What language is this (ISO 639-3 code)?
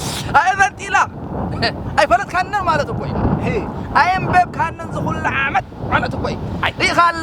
tir